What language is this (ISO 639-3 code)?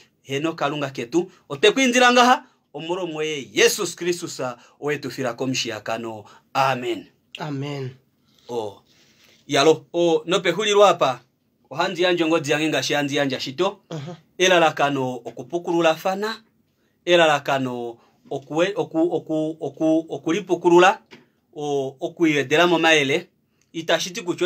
kua